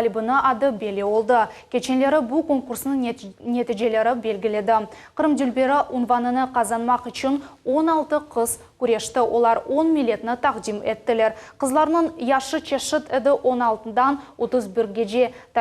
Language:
Crimean Tatar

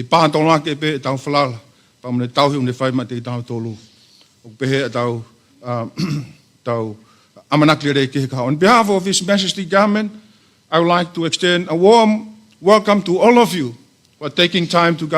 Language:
Tongan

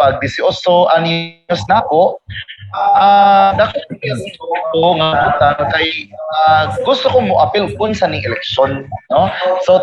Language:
Cebuano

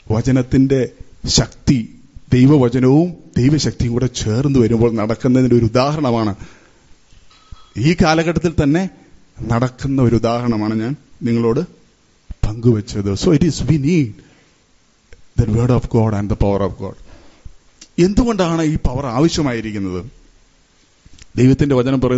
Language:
Malayalam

